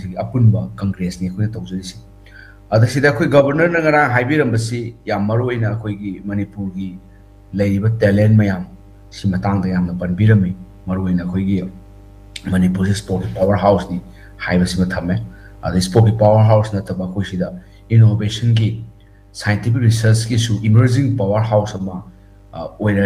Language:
Manipuri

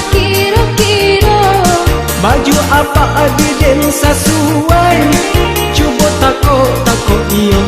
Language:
Minangkabau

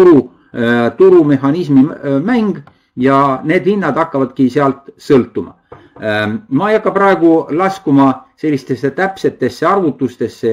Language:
Estonian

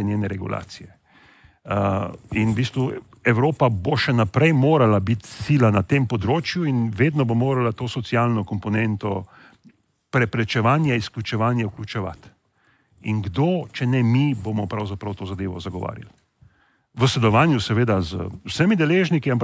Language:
Slovenian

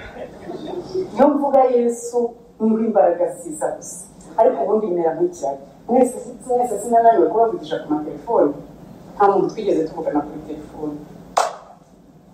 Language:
Kinyarwanda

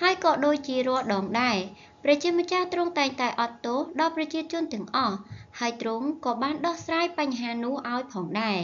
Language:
Khmer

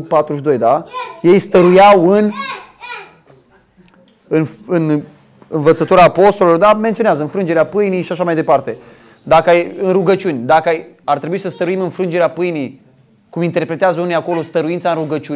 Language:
Romanian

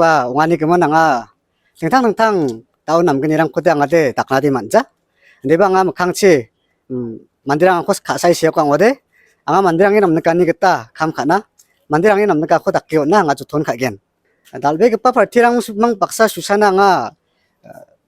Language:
Garo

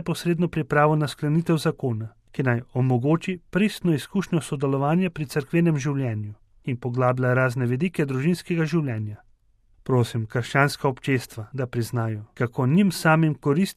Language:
Slovenian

